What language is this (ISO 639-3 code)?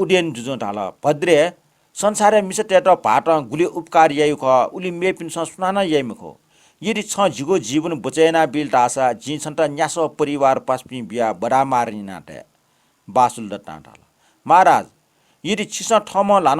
new